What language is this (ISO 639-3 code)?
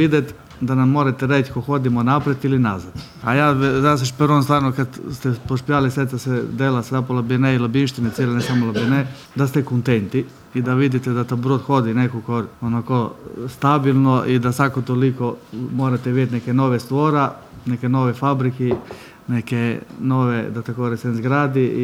hrv